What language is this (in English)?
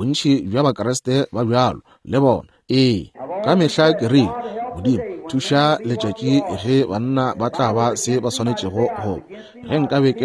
Northern Sotho